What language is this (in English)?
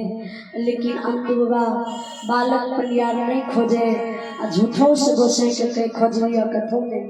Maithili